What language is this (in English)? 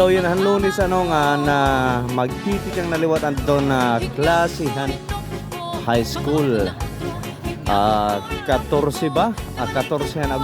Waray